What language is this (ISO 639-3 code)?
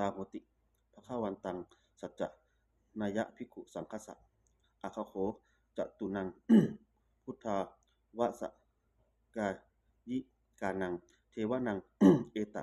pli